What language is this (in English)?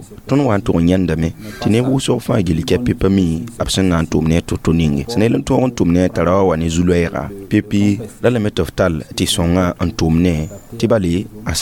Mossi